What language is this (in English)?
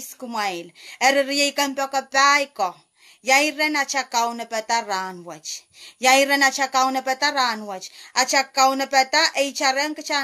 Pohnpeian